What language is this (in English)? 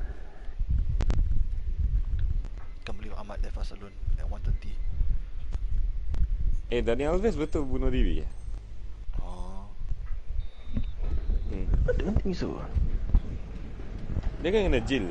Malay